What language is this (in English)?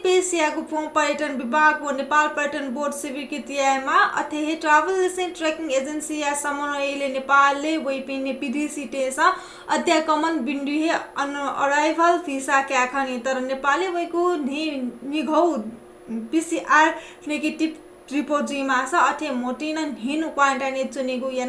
Newari